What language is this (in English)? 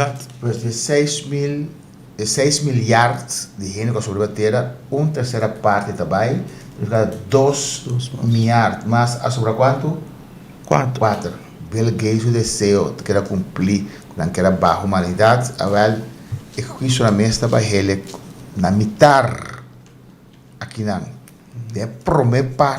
Papiamento